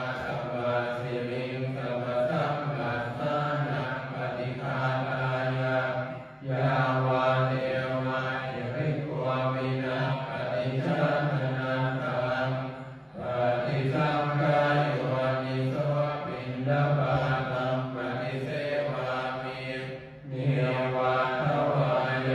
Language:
Pali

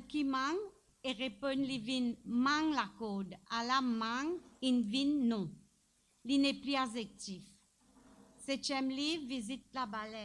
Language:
Morisyen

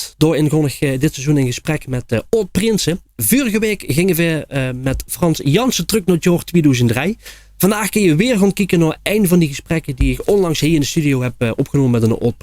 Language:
Limburgish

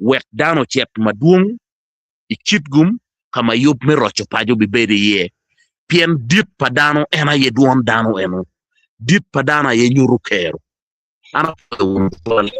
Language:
Acoli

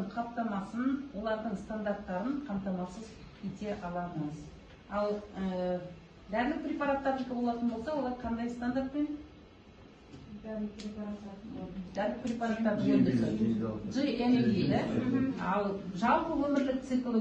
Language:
Kazakh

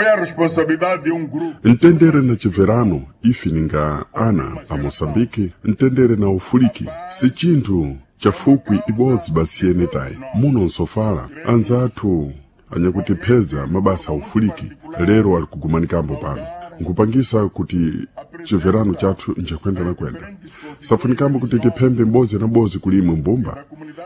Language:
Sena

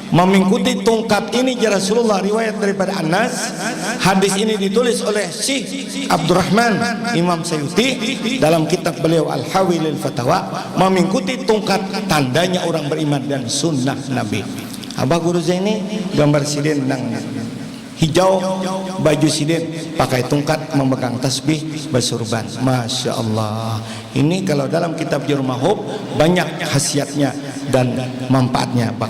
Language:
Banjar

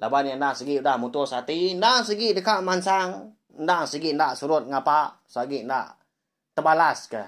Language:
Iban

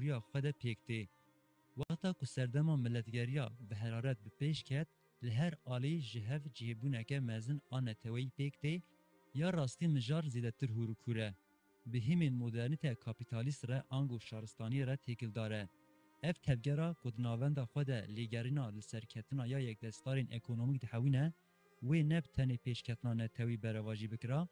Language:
Kurdish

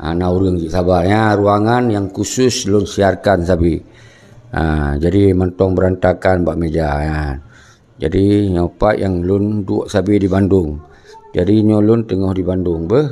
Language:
Achinese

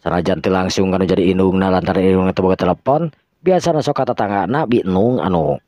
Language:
Sundanese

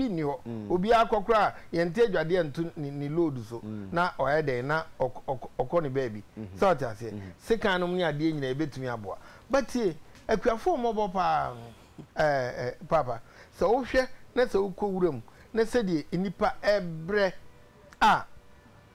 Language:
Akan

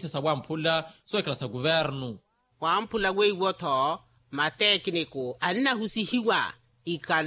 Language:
Makhuwa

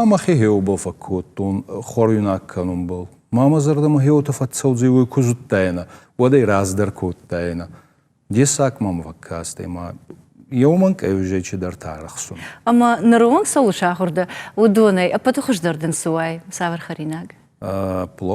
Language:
Ossetic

